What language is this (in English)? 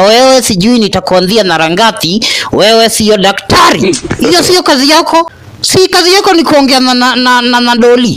Swahili